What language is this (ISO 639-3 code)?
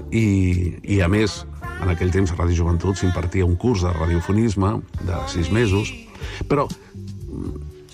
cat